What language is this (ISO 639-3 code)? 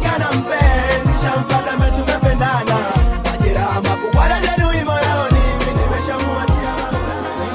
swa